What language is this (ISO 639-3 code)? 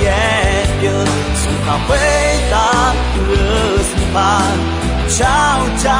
ahk